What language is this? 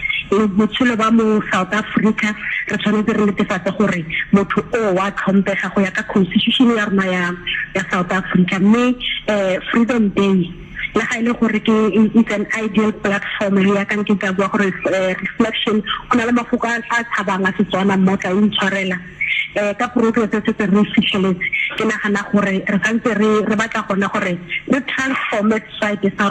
Tswana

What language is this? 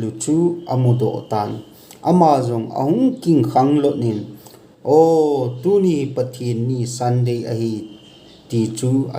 Thado Chin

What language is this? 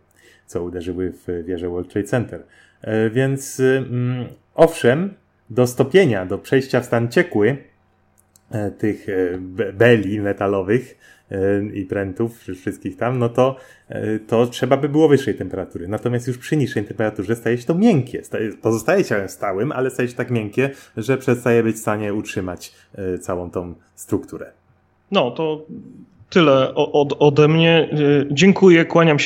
Polish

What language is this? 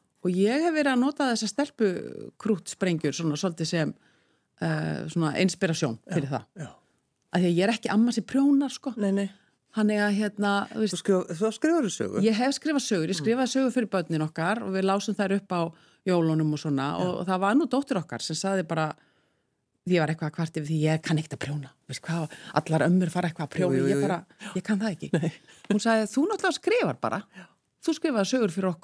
Icelandic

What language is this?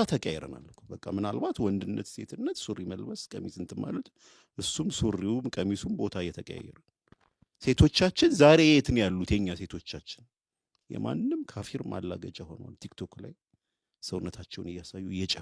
Amharic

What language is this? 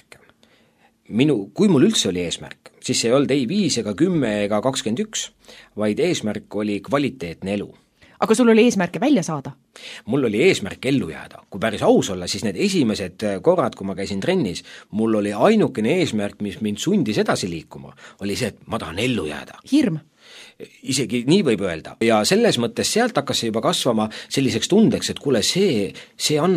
Estonian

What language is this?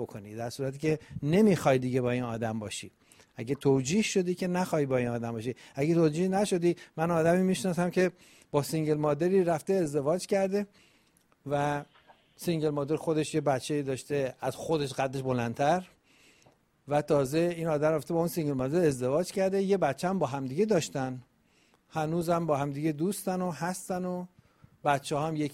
Persian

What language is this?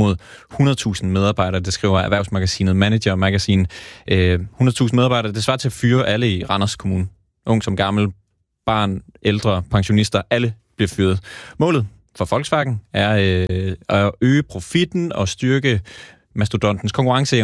Danish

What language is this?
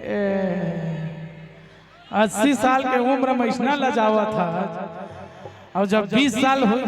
Chhattisgarhi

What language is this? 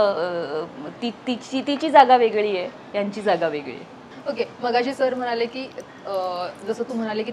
Marathi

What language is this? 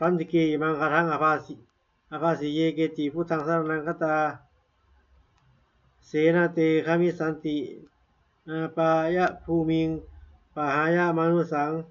Pali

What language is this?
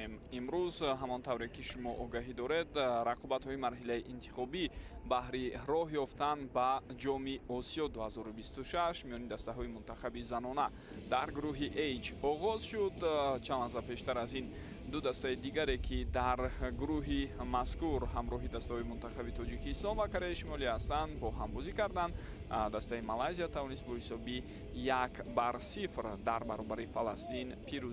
Tajik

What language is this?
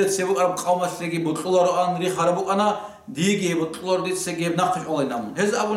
Avaric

